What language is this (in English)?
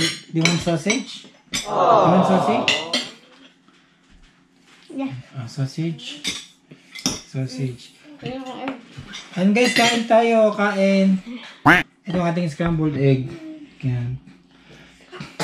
Filipino